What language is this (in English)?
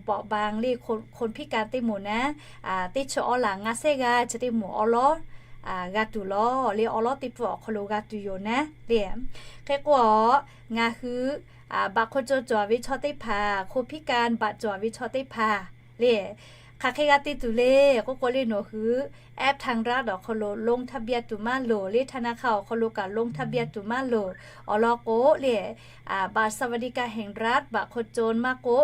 Lahu